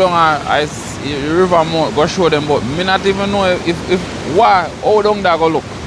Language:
Jamaican Creole English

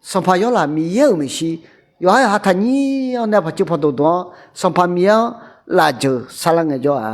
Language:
Akha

